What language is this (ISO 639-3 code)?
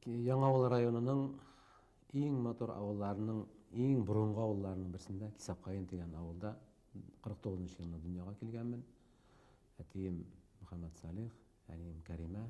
bak